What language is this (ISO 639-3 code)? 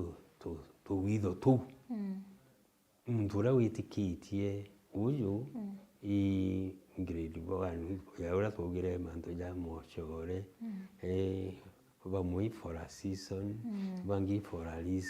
mer